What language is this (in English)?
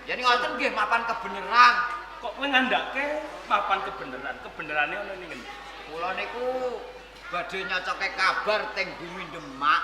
Javanese